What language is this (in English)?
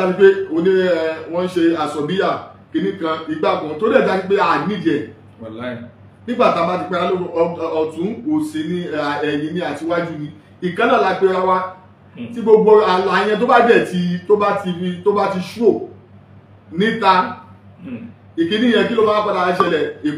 Yoruba